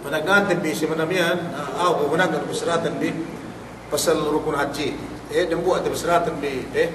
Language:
Yakan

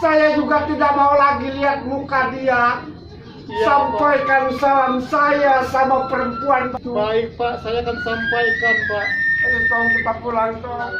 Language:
Betawi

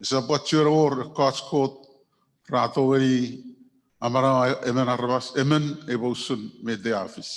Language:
Chuukese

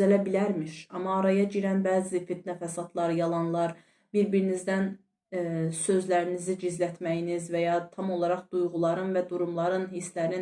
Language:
Azerbaijani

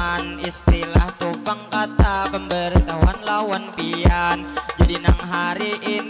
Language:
Banjar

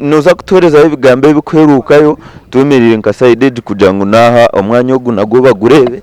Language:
Nyankole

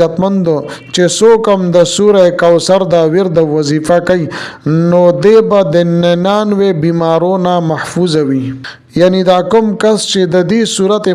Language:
Pashto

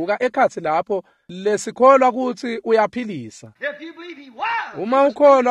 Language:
Swati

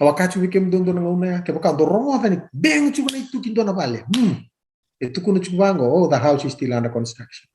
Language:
Fijian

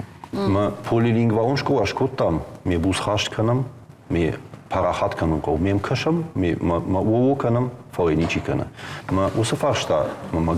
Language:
Ossetic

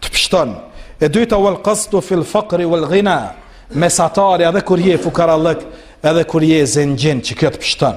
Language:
Albanian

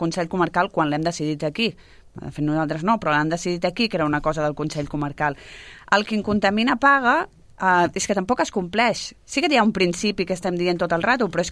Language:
Catalan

